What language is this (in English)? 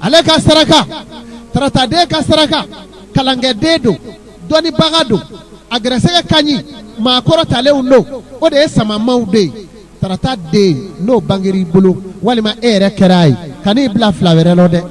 Bambara